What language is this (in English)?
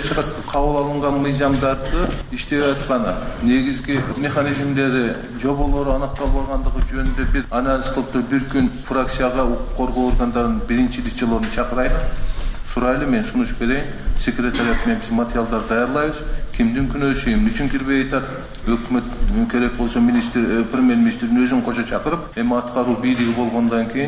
Kyrgyz